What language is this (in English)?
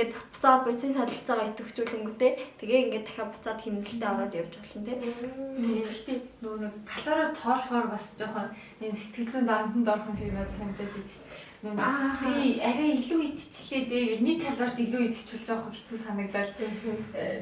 Mongolian